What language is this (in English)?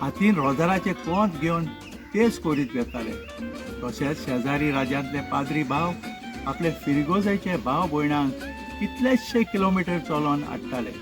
Konkani